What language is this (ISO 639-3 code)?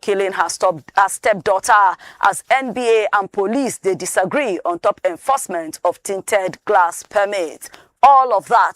pcm